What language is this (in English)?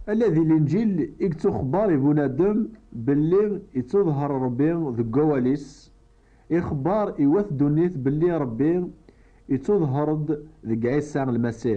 Kabyle